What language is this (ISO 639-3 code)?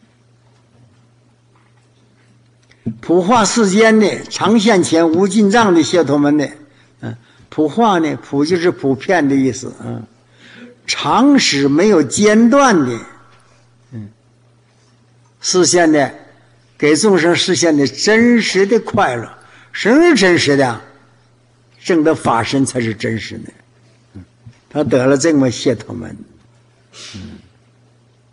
zho